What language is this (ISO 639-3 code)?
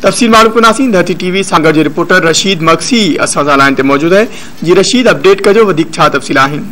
snd